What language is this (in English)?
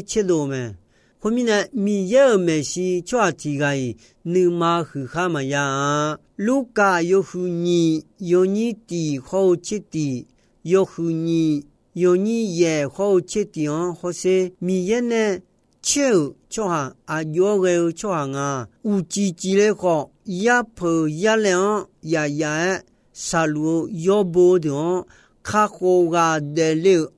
Akha